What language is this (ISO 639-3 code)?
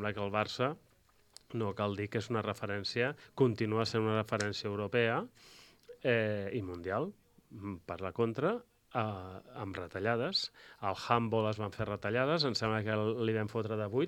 cat